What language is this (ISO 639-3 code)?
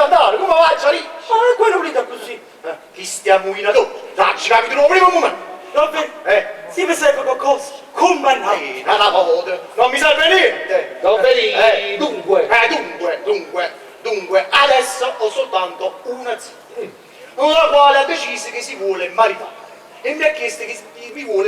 nap